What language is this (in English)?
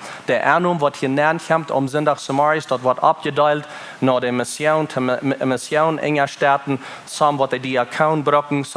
Plautdietsch